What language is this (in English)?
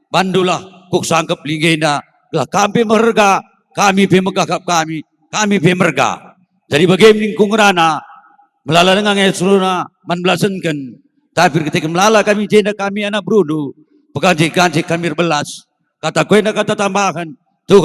Batak Karo